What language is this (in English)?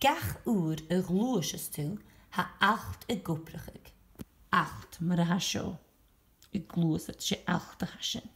Scottish Gaelic